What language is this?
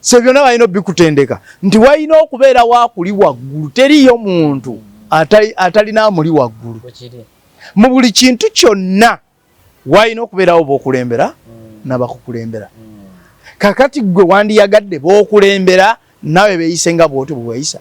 Ganda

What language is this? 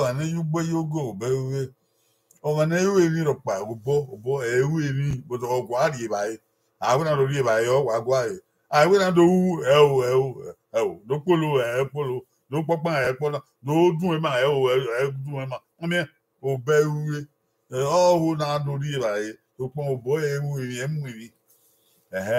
Bini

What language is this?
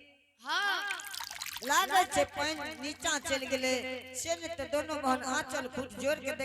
Angika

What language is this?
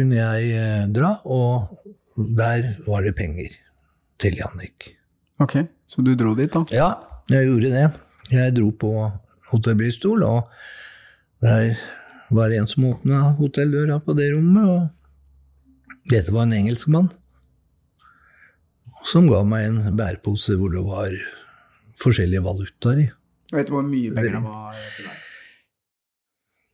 Norwegian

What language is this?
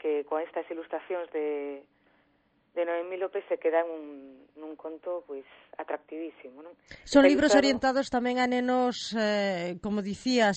Galician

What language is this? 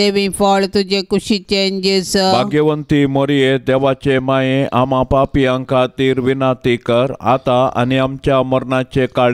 Konkani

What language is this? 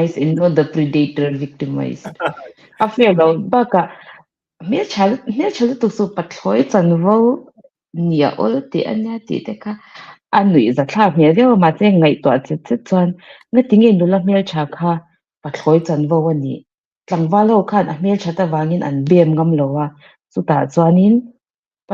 Mizo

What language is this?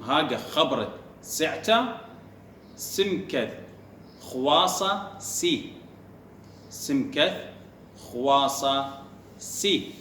Assyrian Neo-Aramaic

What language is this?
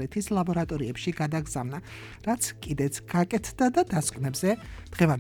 Georgian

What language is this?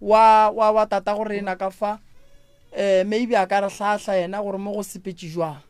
Northern Sotho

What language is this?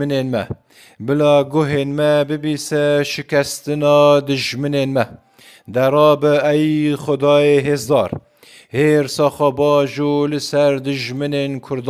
Kurdish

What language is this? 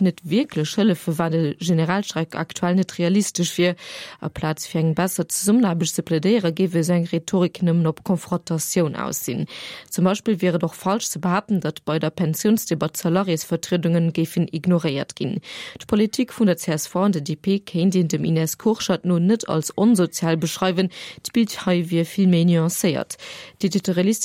Luxembourgish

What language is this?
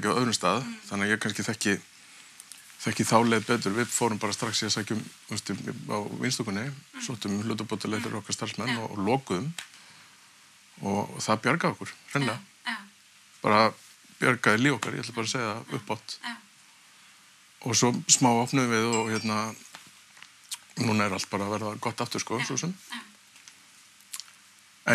Icelandic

